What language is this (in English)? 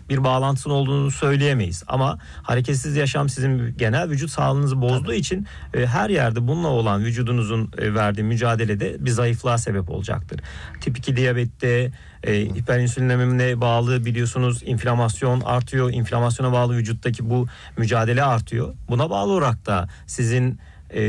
Turkish